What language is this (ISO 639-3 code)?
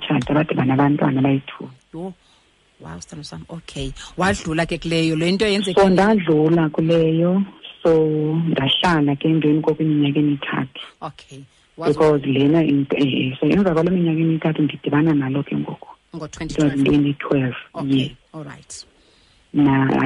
xho